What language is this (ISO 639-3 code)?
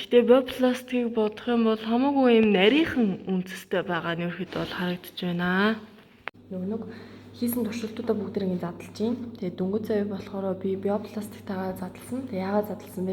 mon